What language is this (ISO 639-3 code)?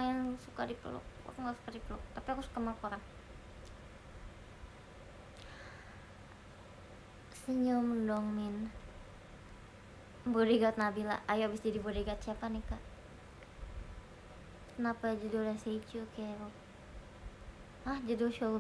ind